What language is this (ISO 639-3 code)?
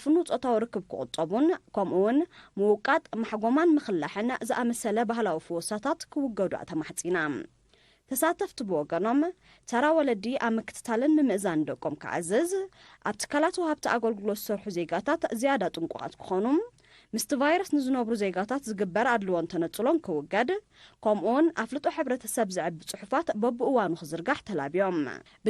tir